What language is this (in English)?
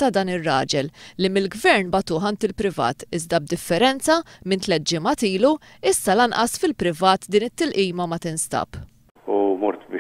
Maltese